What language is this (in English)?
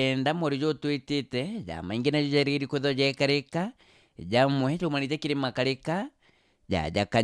Meru